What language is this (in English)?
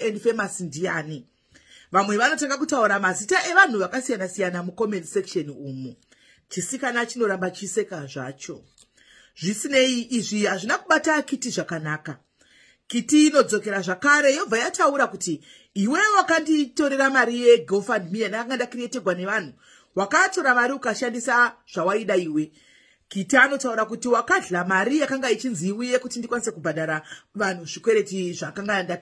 Shona